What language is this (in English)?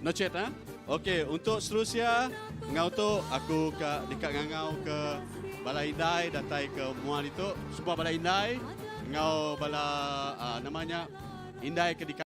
Iban